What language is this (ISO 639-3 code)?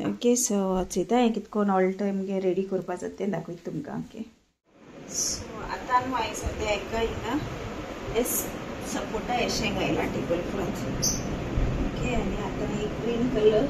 kok